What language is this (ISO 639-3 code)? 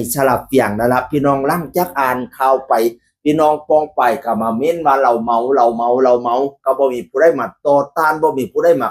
tts